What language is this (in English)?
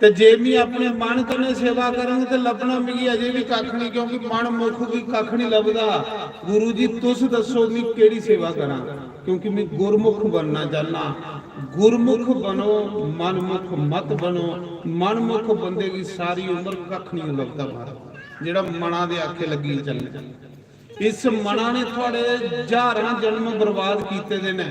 Dogri